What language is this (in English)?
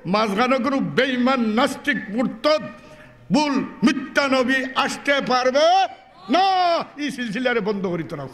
Sylheti